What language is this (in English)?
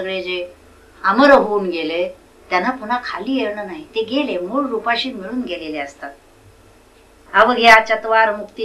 Marathi